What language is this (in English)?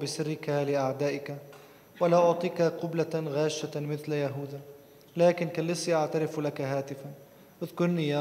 Arabic